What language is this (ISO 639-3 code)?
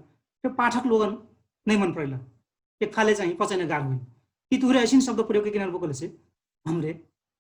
thl